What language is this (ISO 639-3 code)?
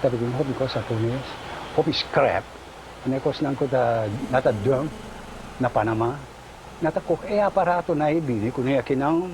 pap